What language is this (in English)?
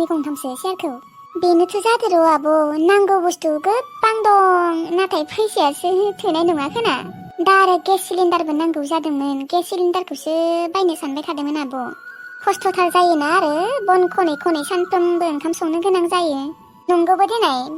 Bodo